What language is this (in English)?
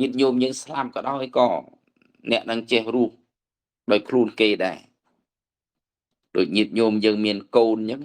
Khmer